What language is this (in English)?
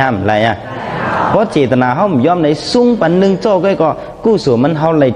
Shan